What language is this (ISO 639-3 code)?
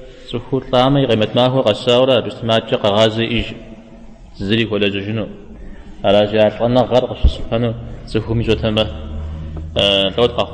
kbd